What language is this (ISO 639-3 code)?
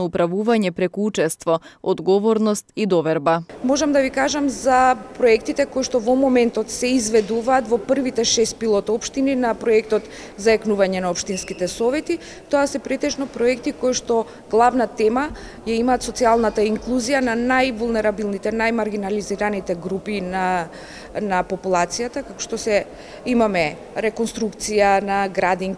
mkd